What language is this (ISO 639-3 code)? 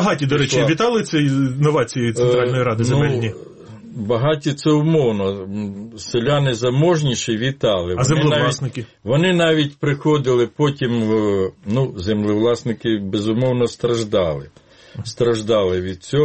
ukr